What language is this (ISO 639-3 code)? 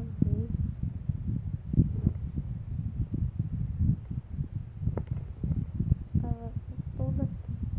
por